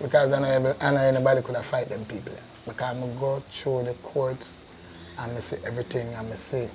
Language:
Jamaican Creole English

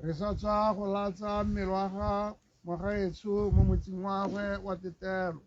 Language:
Tswana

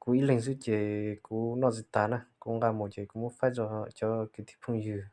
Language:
Hmong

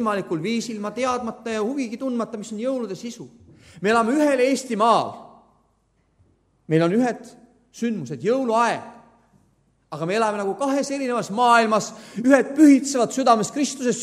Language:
Estonian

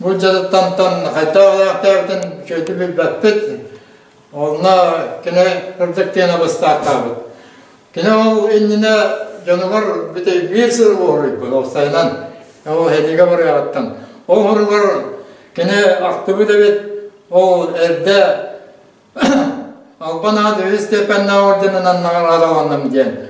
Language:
Yakut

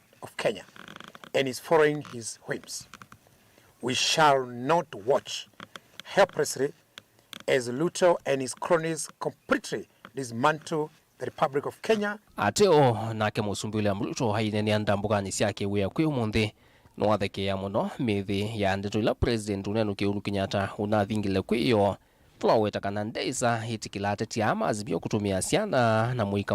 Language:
Kamba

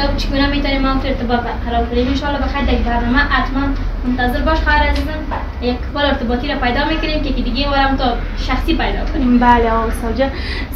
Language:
Persian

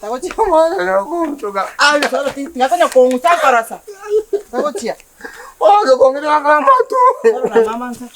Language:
Gusii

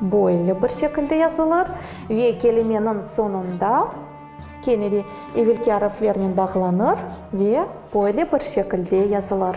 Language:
Crimean Tatar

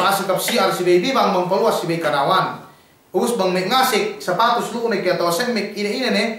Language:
Yakan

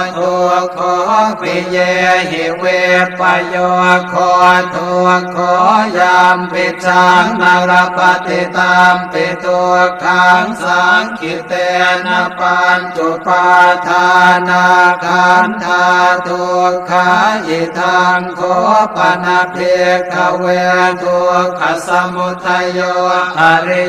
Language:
Pali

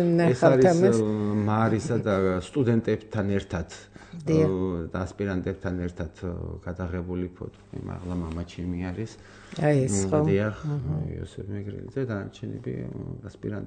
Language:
Georgian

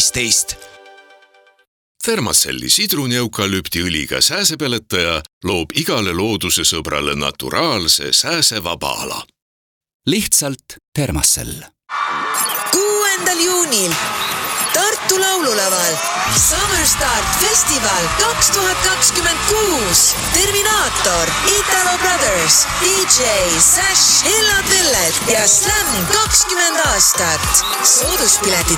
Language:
Estonian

